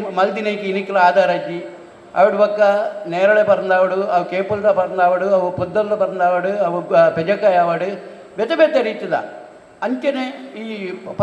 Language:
Tulu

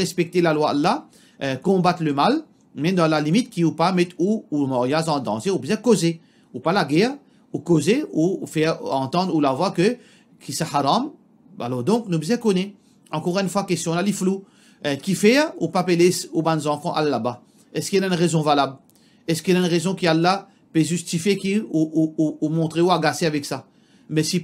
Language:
Morisyen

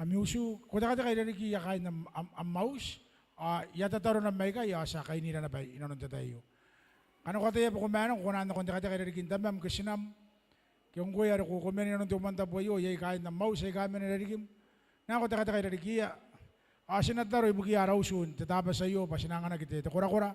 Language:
Gilbertese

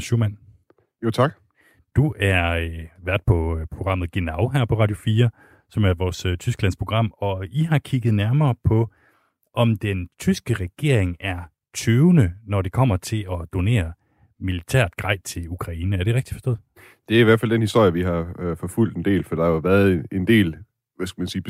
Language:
Danish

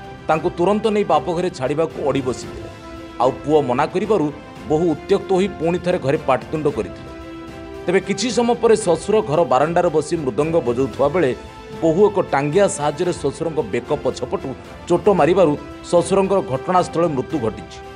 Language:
Odia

